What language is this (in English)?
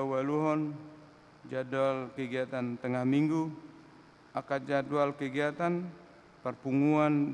Batak Toba